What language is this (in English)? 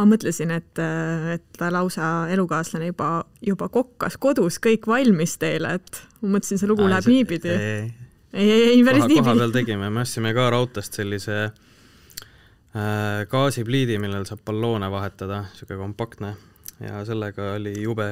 Estonian